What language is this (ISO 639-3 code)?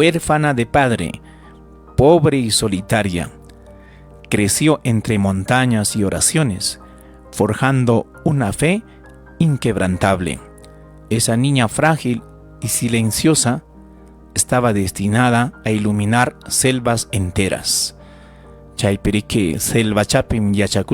quy